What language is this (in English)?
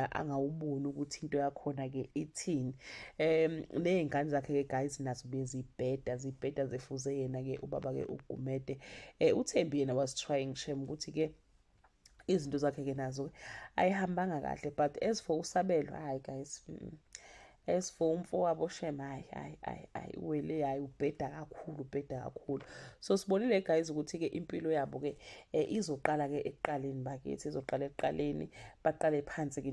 Zulu